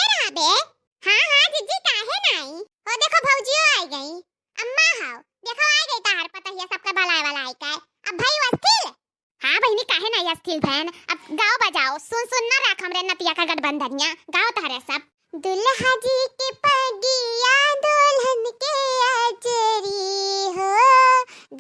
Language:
Awadhi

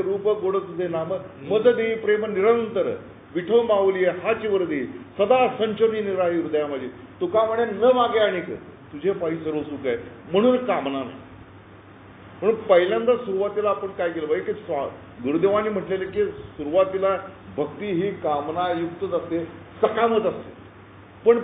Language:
Marathi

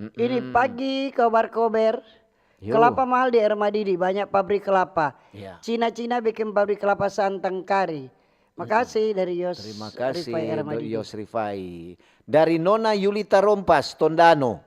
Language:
Manado Malay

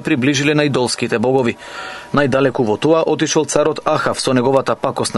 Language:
Macedonian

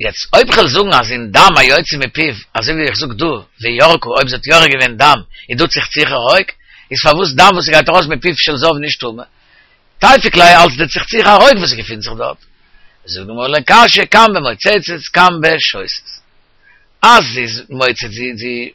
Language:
Yiddish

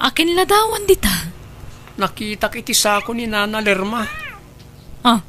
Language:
Iloko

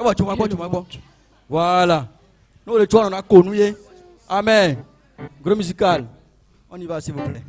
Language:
Ewe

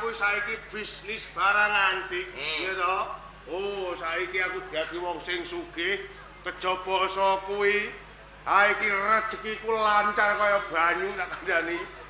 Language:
Javanese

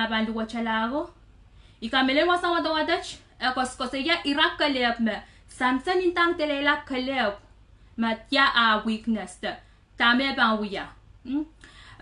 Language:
Pohnpeian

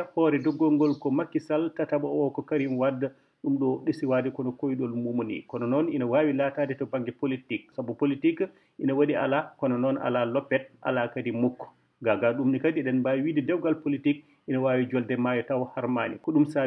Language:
Fula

